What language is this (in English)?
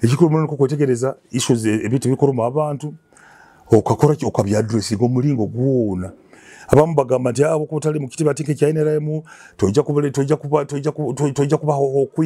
Nyoro